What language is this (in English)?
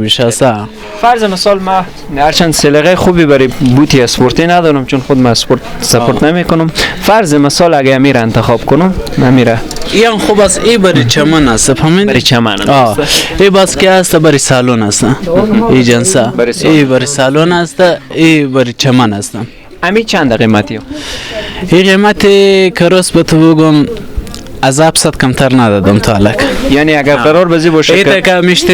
Persian